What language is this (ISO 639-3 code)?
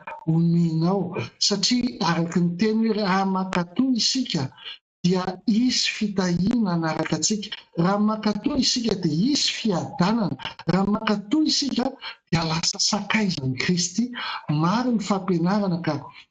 mlg